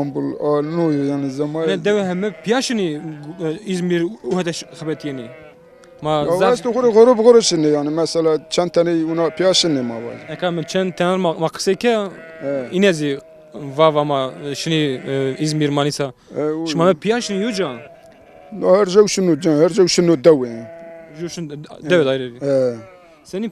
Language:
Zaza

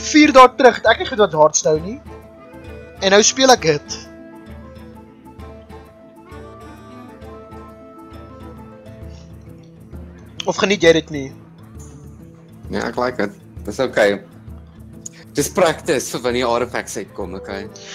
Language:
Afrikaans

